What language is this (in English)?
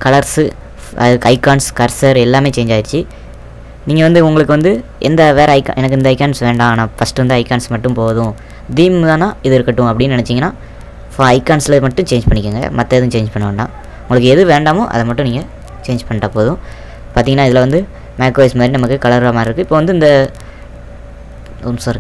Tamil